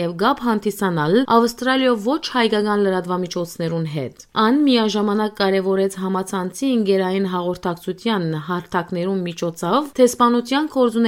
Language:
Western Armenian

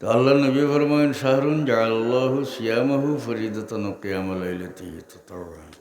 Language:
Sylheti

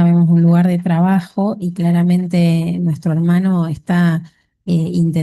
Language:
Guarani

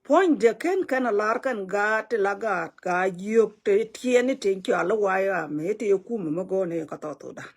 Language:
Nuer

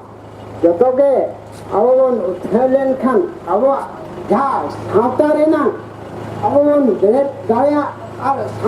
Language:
Santali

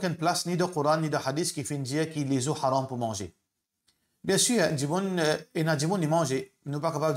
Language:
Morisyen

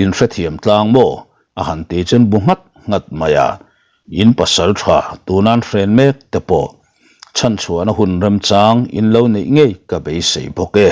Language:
Mizo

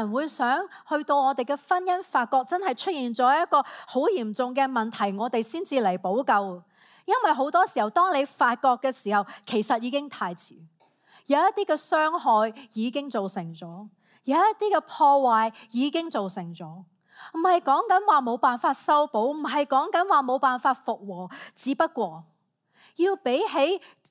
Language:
Cantonese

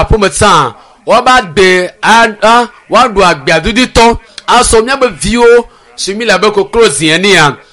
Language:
Ewe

